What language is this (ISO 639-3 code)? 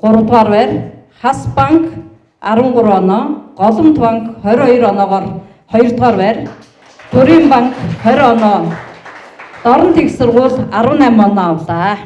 mon